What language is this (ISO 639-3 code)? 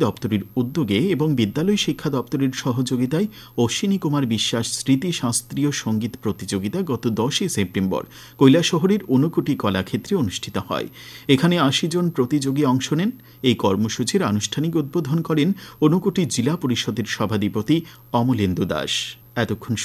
ben